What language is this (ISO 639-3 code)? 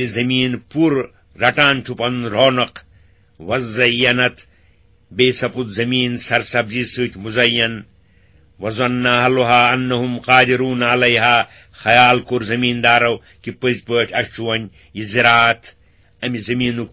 kas